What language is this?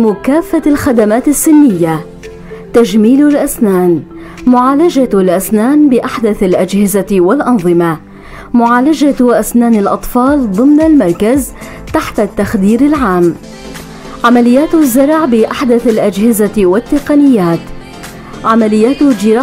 North Levantine Arabic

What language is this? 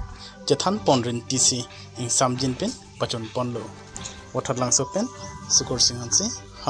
Karbi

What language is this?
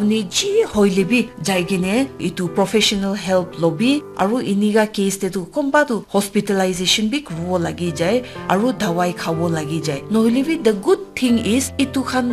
Naga Pidgin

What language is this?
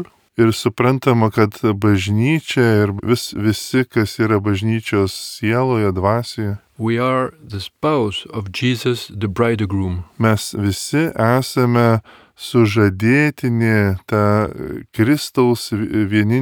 Lithuanian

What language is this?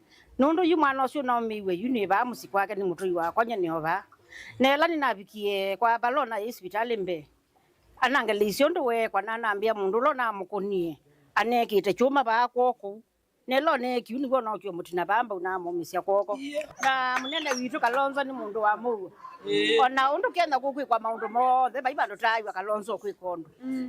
Kamba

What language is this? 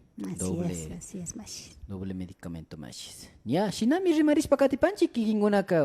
Imbabura Highland Quichua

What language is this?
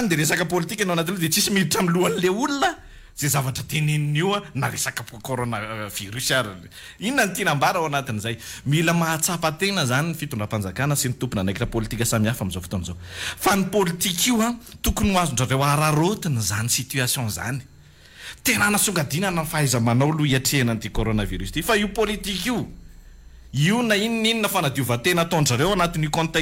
Malagasy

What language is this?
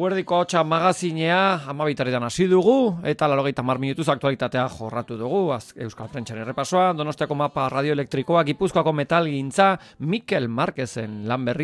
Basque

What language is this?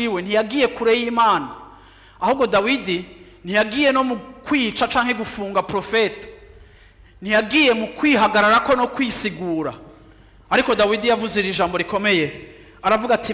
Rundi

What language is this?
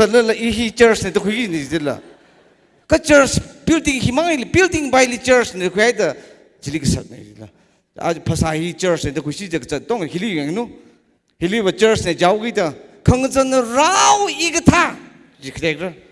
Tangkhul Naga (India)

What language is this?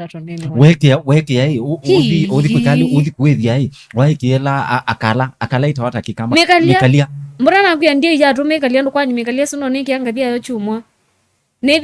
Kamba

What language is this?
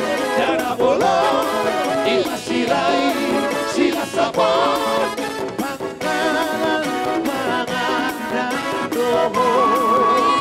Batak Toba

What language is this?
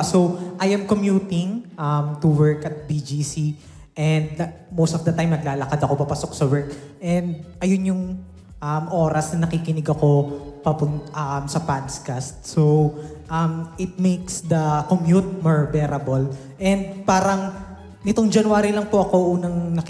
Filipino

